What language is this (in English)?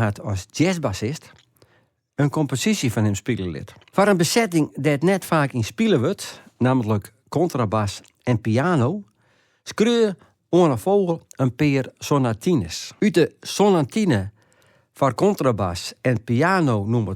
Western Frisian